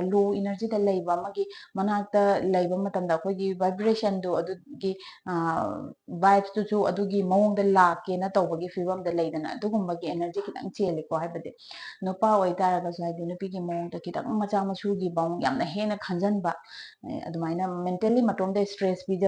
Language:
Manipuri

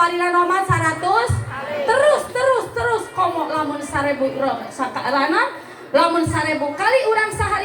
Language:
Sundanese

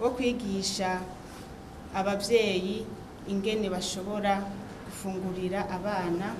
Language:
Rundi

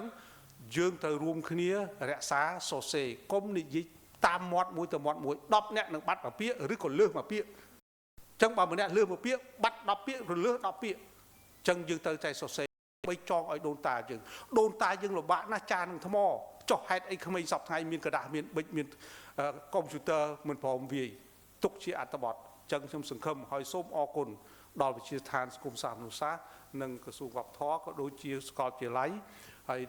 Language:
Khmer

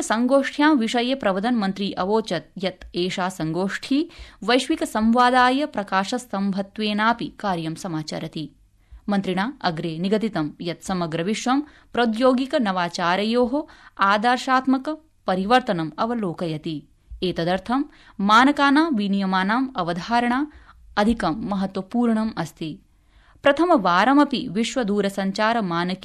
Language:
Sanskrit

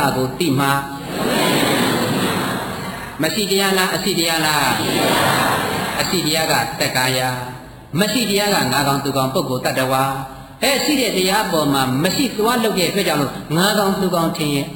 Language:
Burmese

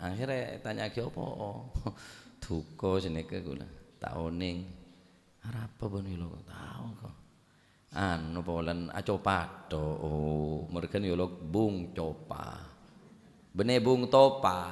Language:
Madurese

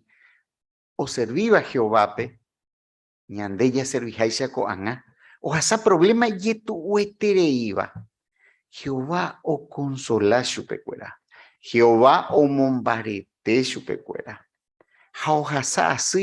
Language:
Guarani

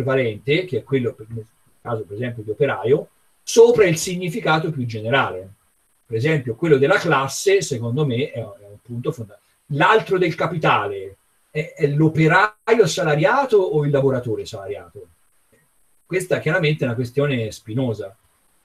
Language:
Italian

